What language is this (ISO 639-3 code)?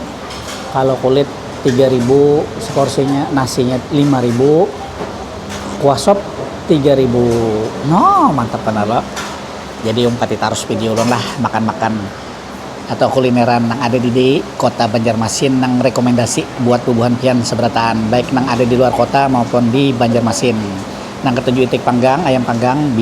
bjn